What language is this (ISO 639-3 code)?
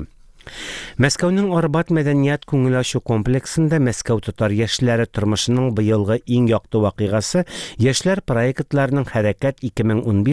tat